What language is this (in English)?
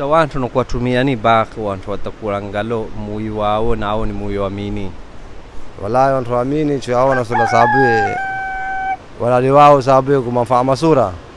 Swahili